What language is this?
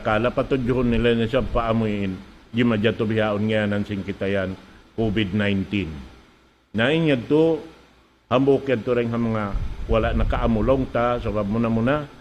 Tausug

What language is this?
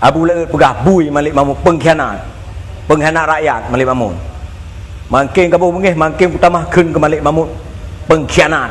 Achinese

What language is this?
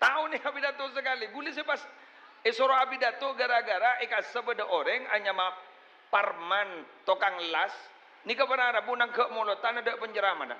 Madurese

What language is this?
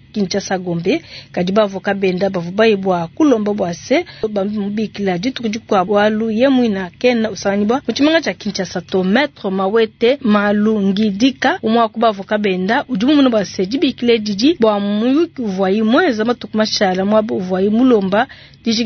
Luba-Lulua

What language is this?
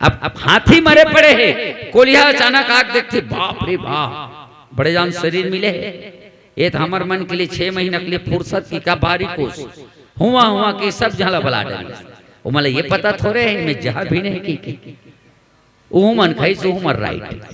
Chhattisgarhi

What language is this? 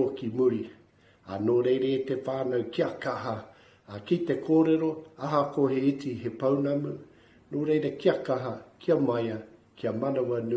Māori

